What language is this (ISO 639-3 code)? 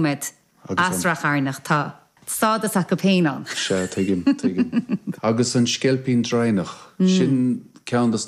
gle